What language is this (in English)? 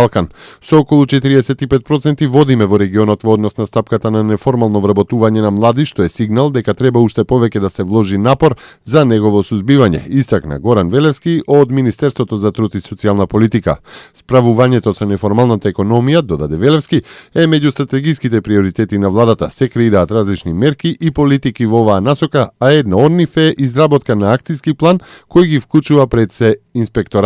Macedonian